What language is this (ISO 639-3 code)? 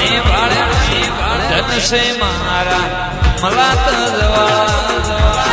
guj